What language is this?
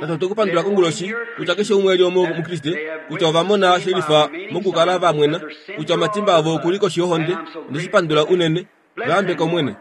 Kuanyama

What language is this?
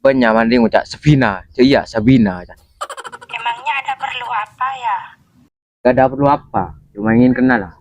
Madurese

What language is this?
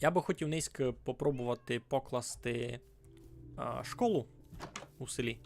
Rusyn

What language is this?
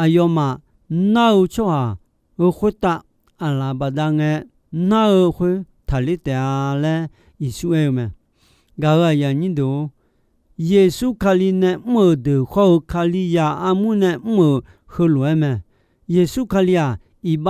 Akha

